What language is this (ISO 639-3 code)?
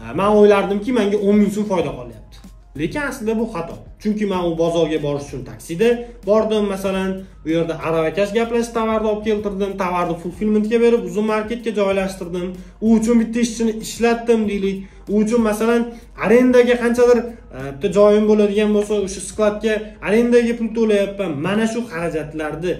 uzb